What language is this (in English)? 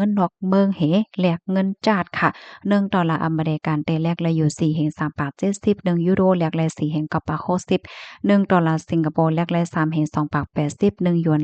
Shan